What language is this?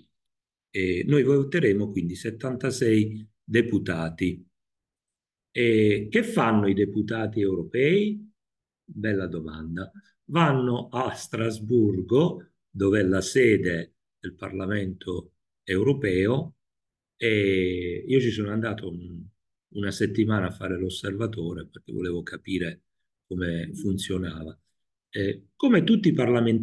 Italian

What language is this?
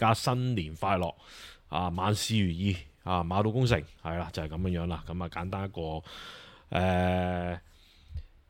Cantonese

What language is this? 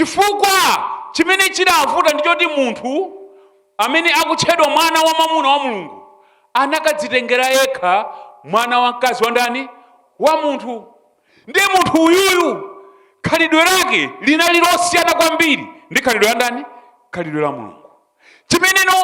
Nyanja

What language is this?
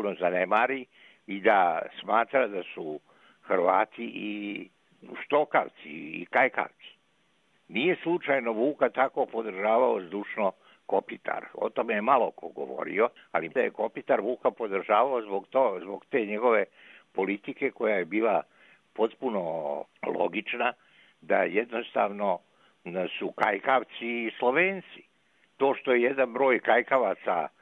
Serbian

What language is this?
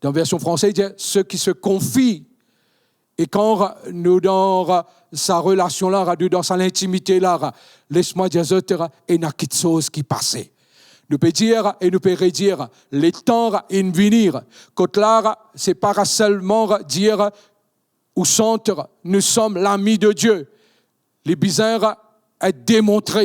Morisyen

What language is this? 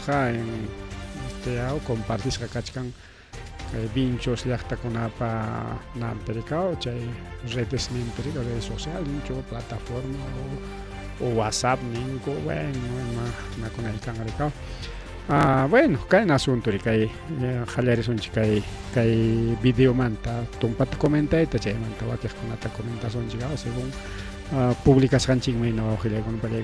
Ayacucho Quechua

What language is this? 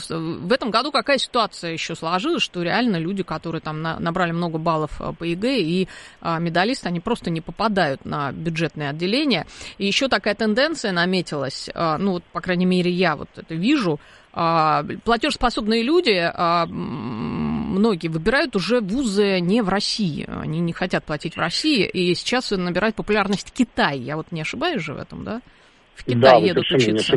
Russian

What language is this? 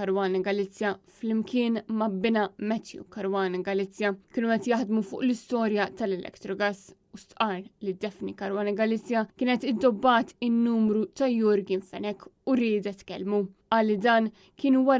Maltese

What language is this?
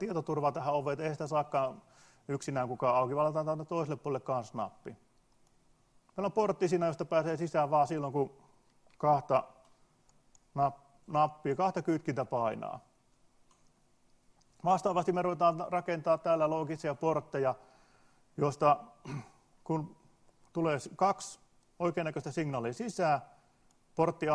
Finnish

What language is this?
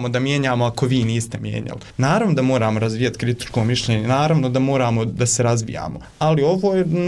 Bosnian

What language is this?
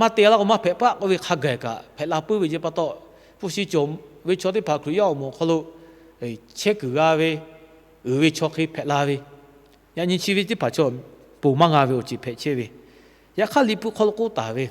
Lahu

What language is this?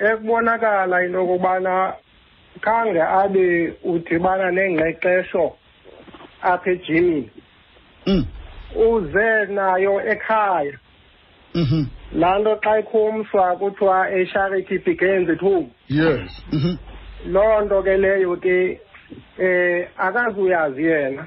Xhosa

